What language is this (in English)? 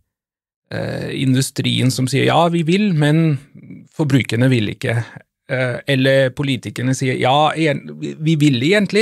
Norwegian